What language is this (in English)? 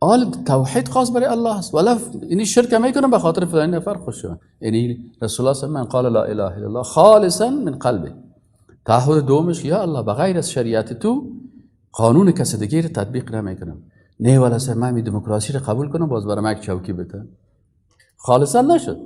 Persian